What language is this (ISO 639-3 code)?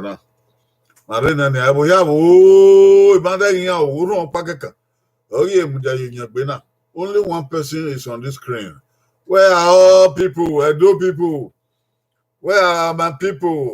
bin